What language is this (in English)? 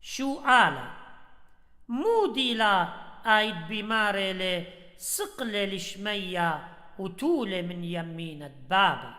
Assyrian Neo-Aramaic